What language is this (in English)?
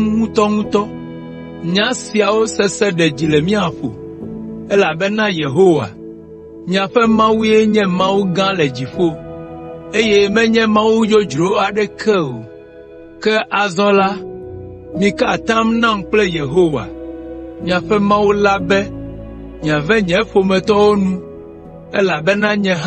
Ewe